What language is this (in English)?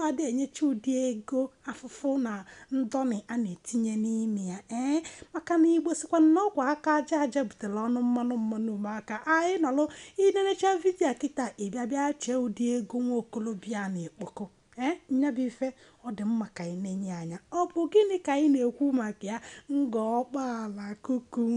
Igbo